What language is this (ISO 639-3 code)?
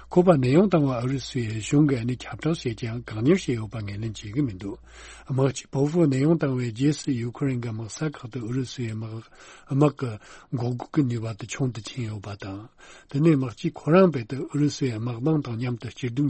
bod